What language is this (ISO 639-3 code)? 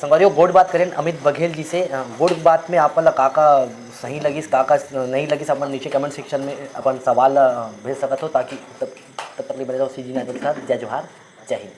hne